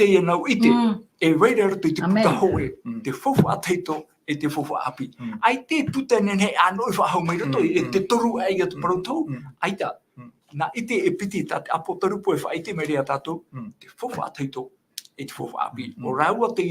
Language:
Tahitian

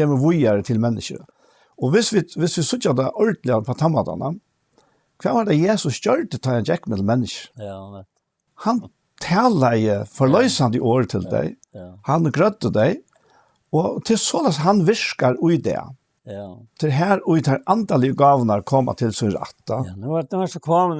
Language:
Faroese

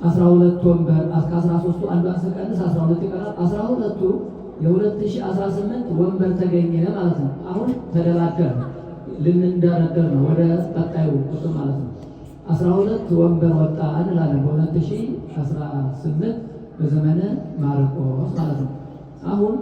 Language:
Amharic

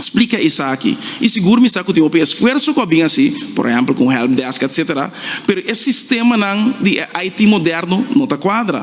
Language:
Papiamento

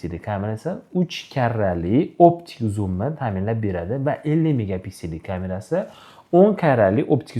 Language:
Uzbek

